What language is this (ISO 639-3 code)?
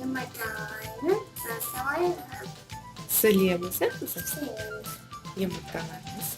crh